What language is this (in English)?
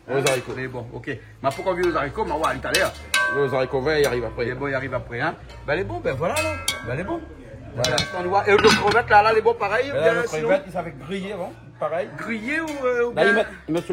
Réunion Creole French